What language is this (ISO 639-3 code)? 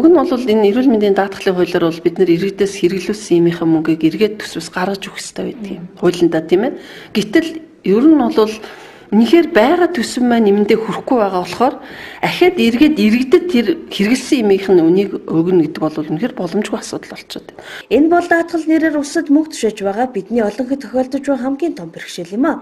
mon